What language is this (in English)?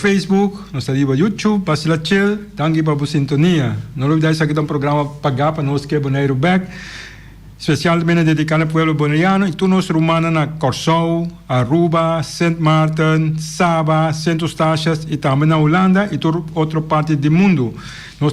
Papiamento